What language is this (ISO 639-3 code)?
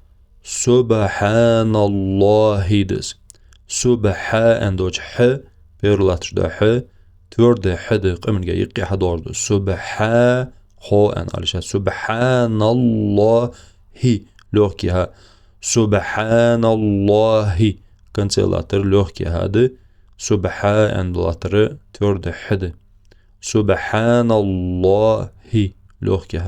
inh